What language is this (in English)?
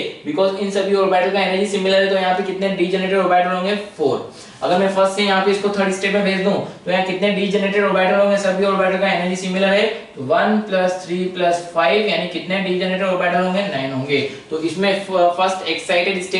Hindi